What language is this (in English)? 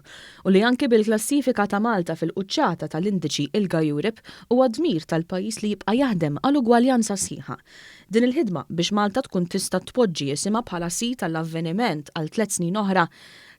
Maltese